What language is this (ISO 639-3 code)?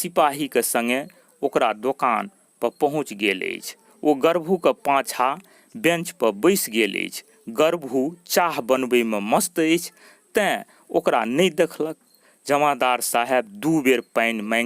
mai